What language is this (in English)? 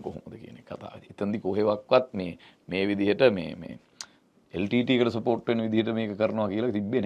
Sinhala